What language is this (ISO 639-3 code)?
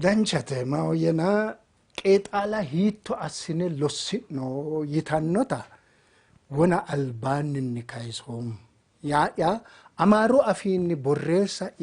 sid